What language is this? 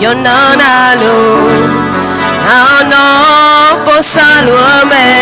Akha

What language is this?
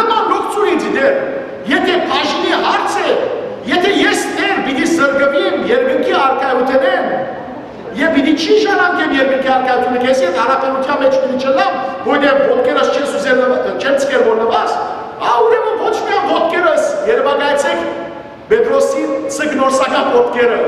Western Armenian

